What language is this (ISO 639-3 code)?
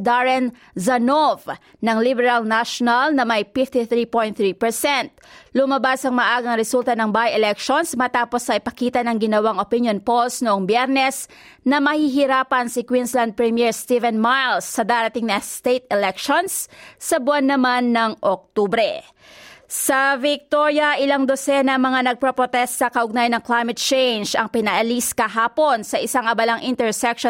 fil